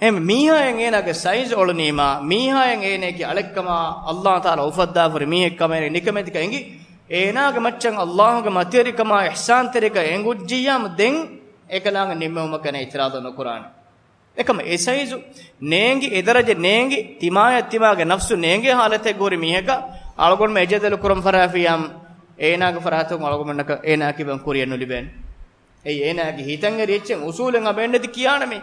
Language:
Divehi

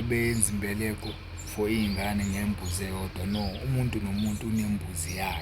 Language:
Zulu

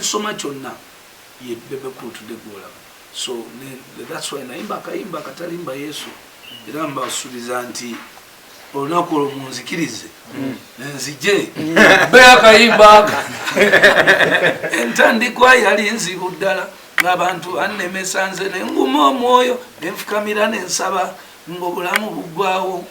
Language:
Ganda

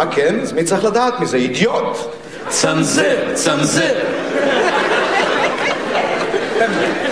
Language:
Hebrew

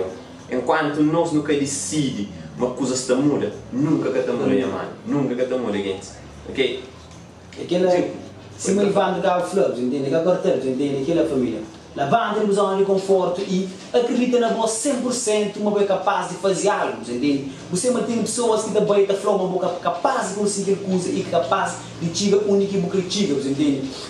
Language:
Kabuverdianu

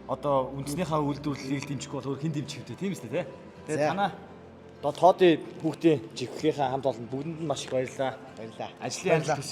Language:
Mongolian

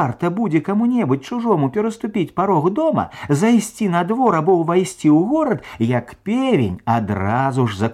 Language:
Belarusian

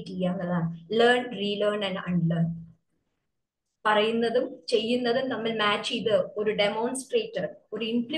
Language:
Malayalam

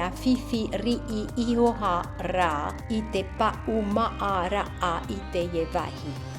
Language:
Tahitian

